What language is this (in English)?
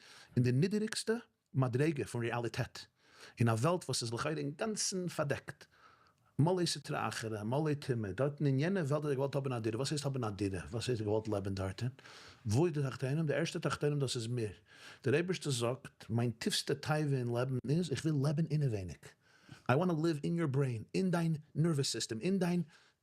Yiddish